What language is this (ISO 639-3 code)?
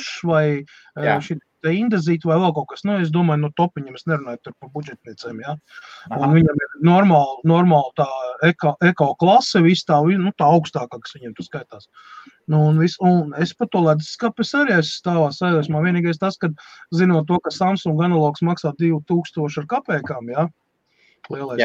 lav